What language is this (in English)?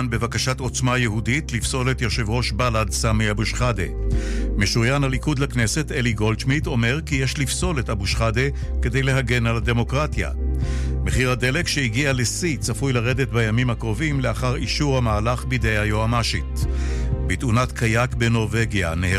Hebrew